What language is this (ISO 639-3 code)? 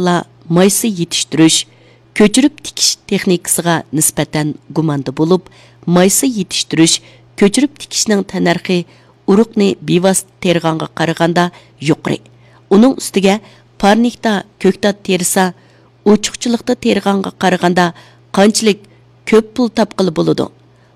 uig